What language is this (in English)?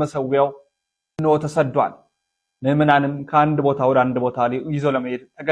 Amharic